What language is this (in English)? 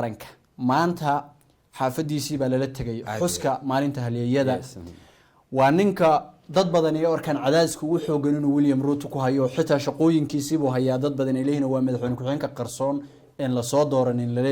Somali